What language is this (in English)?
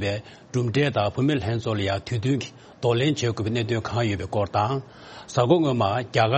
Tibetan